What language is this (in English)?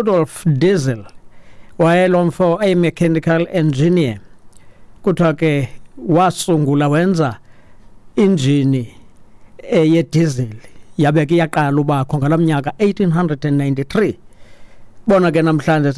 Xhosa